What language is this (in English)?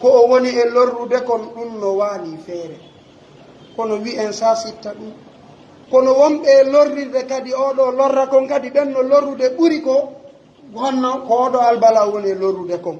Pular